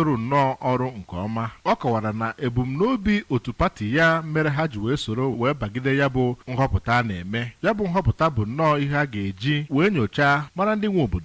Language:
Igbo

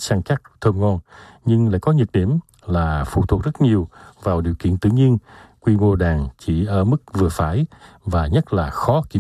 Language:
Vietnamese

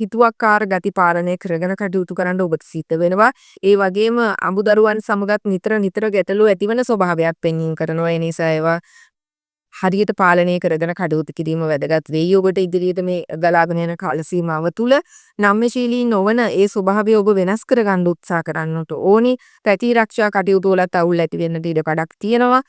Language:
Sinhala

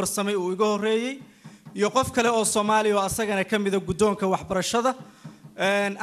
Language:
Somali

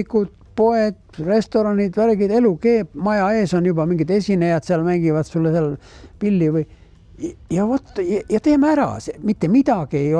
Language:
Estonian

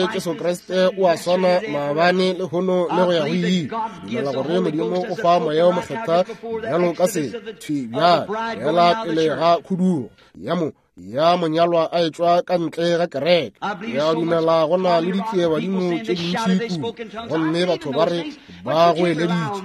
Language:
Northern Sotho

